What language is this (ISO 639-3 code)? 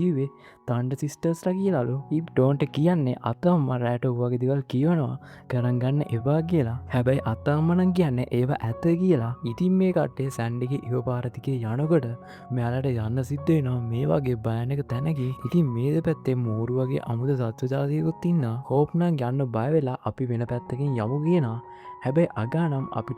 sin